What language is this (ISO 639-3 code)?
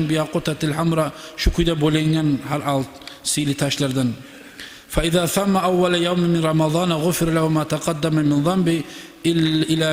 kum